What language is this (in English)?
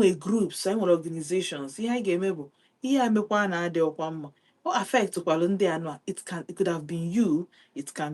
Igbo